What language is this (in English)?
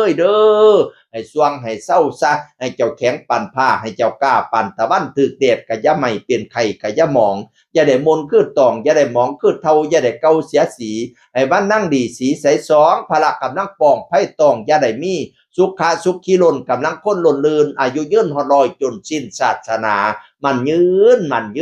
Northeastern Thai